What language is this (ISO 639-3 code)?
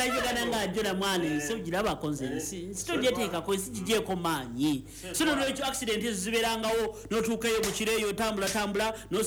lug